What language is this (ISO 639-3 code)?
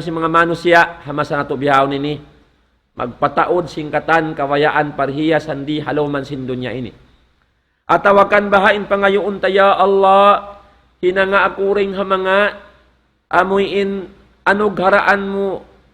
tsg